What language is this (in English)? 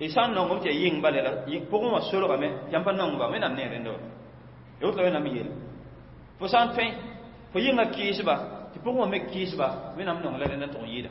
Mossi